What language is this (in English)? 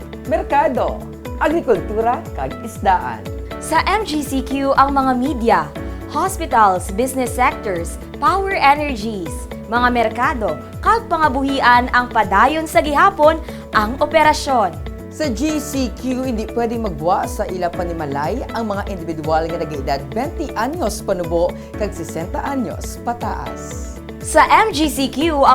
Hiligaynon